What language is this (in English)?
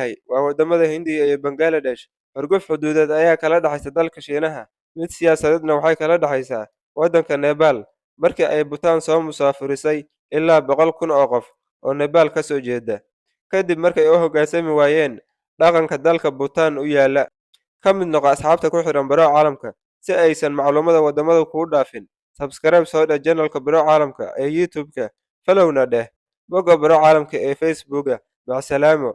Somali